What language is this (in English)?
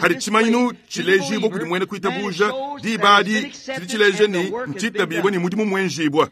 Luba-Lulua